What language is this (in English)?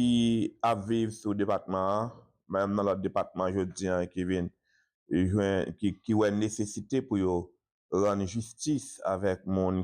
Haitian Creole